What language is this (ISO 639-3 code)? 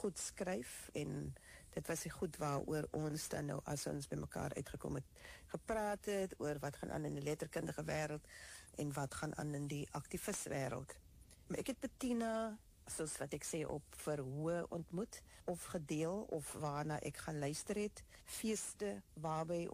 afr